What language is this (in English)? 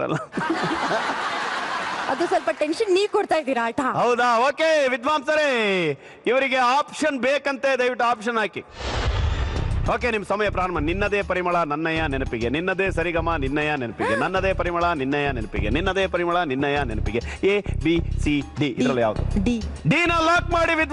Kannada